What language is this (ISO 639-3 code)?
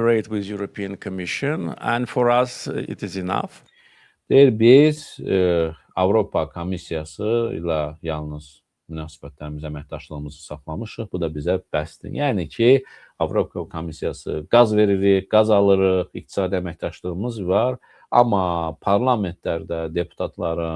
aze